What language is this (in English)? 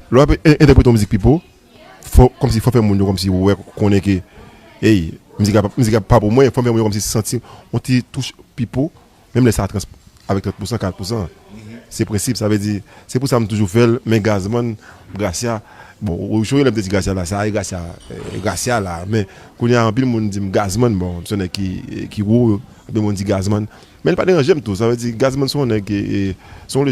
Haitian Creole